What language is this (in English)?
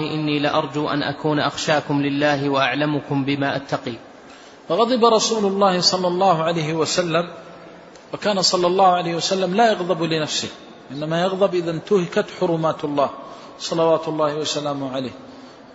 Arabic